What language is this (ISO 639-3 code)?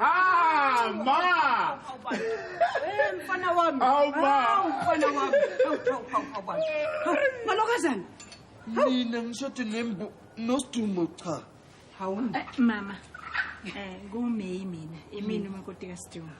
zul